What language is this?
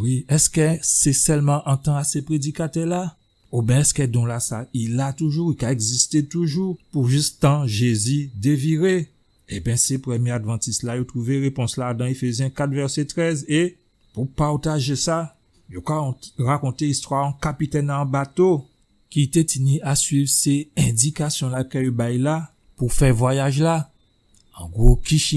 Guadeloupean Creole French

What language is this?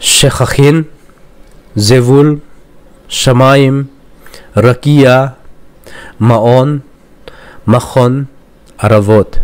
Thado Chin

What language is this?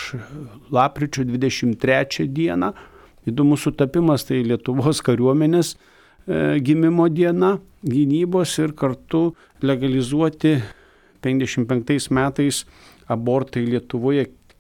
Lithuanian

